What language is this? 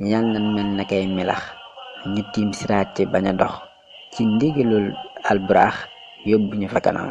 Wolof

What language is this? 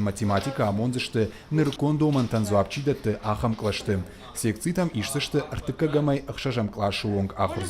Ossetic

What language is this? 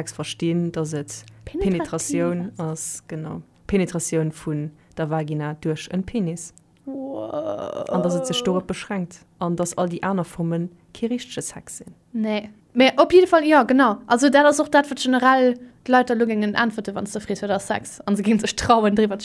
Luxembourgish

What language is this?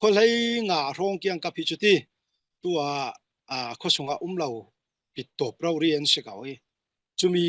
Falam Chin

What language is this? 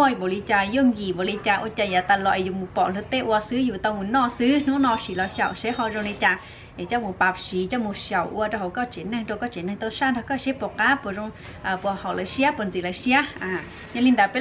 Hmong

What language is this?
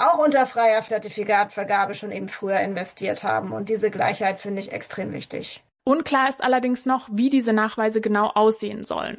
German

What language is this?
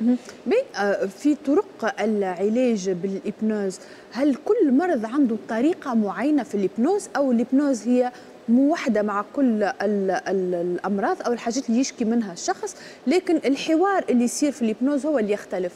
Tunisian Arabic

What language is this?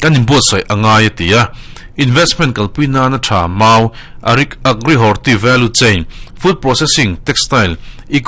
Mizo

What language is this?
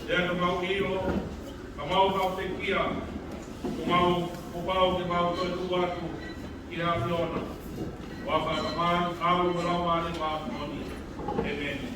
Tongan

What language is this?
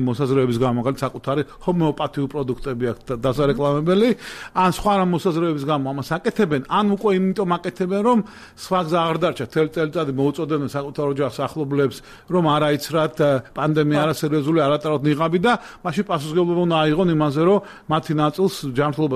Georgian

